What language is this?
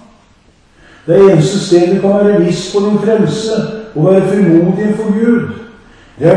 Norwegian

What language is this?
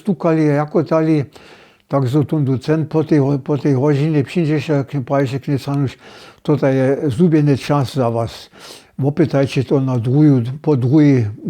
Upper Sorbian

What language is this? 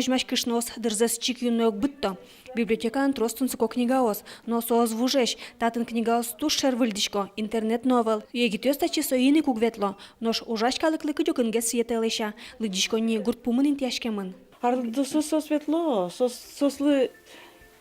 Udmurt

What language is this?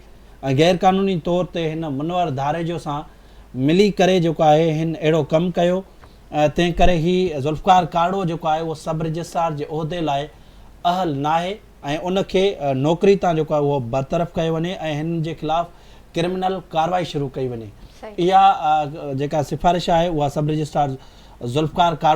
Sindhi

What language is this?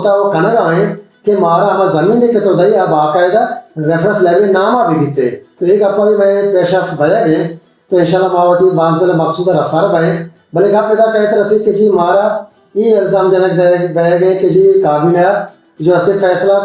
Baluchi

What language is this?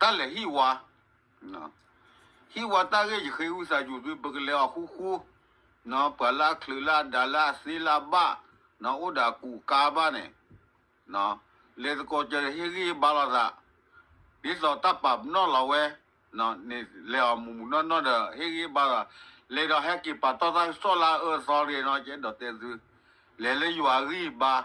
S'gaw Karen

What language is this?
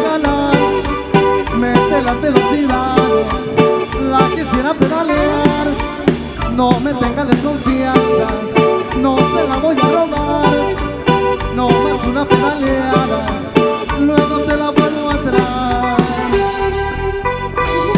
Spanish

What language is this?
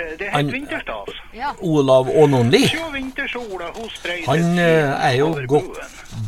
Norwegian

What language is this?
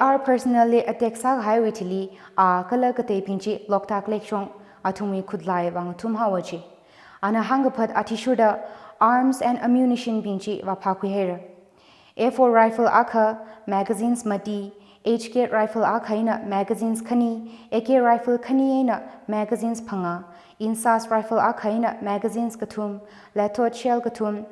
Tangkhul Naga (India)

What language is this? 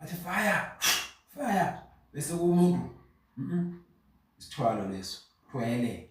Zulu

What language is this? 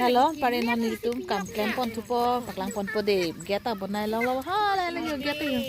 Karbi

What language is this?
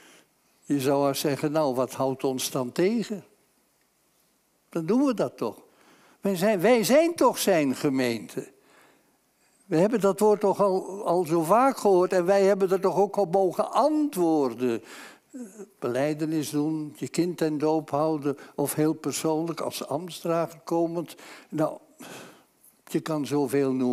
Dutch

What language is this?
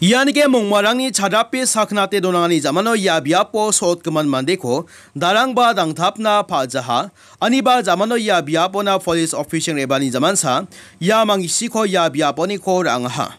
Garo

